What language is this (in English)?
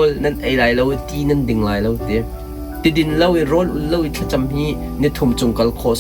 Hakha Chin